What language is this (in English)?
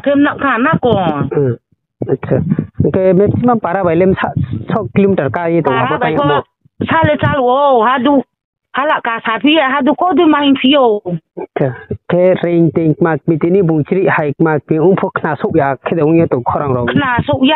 Riang (India)